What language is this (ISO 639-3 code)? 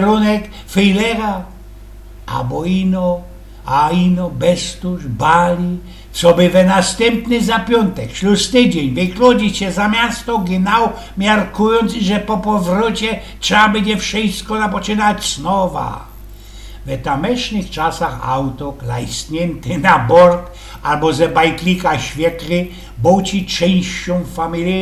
szl